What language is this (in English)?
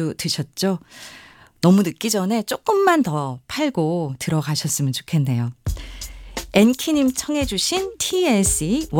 Korean